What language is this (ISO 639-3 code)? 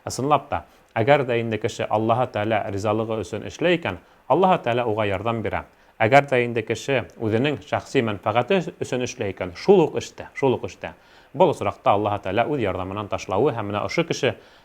bak